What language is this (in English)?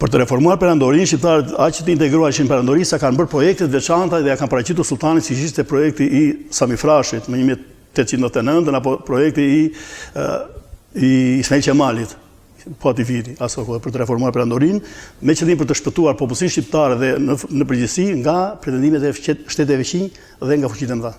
Albanian